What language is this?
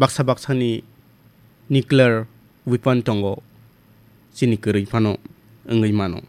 Kok Borok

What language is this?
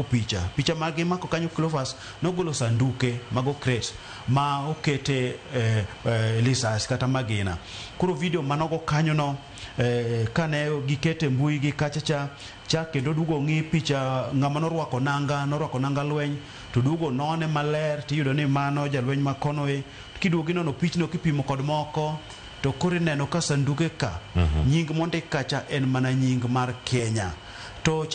Luo (Kenya and Tanzania)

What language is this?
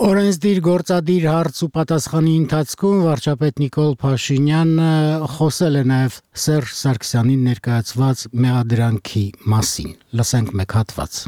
Armenian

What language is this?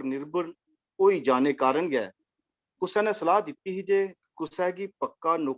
Dogri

